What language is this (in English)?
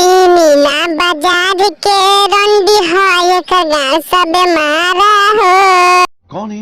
Magahi